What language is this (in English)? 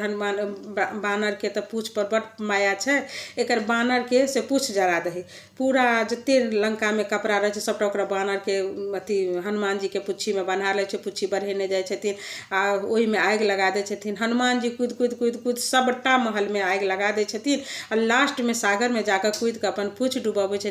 Maithili